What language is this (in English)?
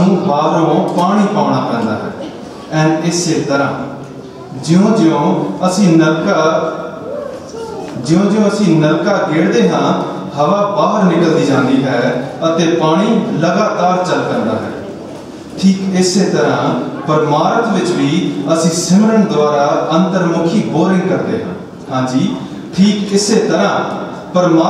Punjabi